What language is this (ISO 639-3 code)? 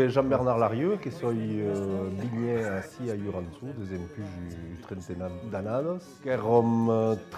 oci